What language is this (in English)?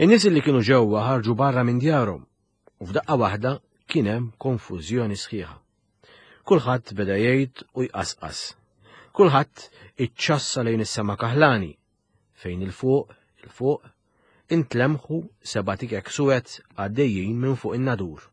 Maltese